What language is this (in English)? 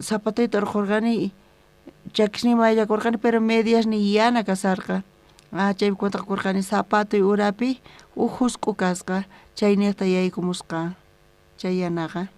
South Bolivian Quechua